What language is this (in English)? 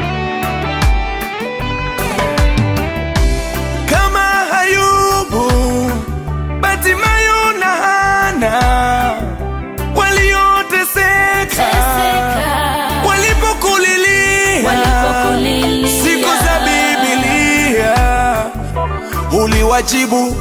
Swahili